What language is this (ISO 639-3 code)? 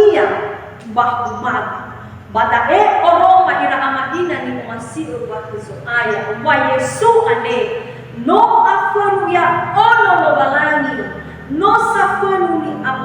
nia